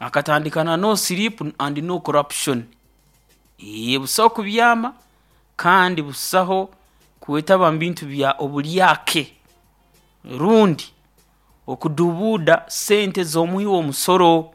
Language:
Nyoro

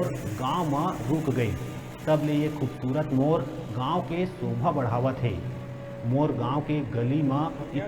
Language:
Chhattisgarhi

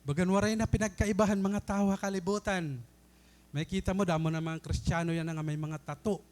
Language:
Waray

